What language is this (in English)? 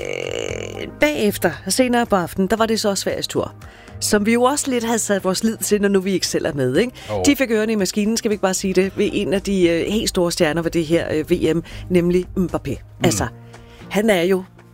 Danish